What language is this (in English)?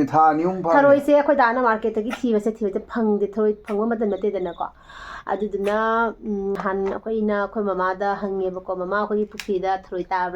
Manipuri